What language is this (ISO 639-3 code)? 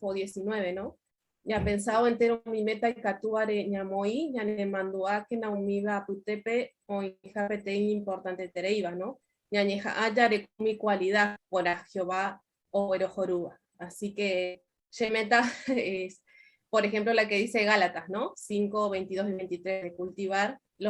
grn